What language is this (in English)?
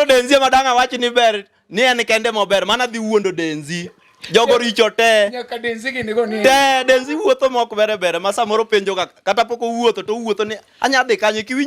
Luo (Kenya and Tanzania)